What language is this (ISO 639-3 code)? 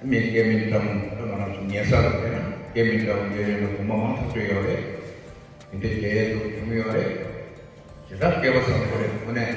bod